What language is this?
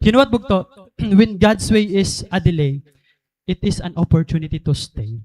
Waray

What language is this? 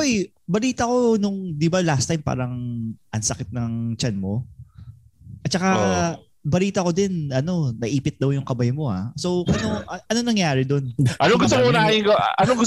Filipino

